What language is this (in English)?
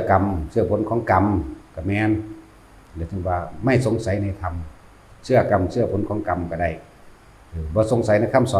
Northeastern Thai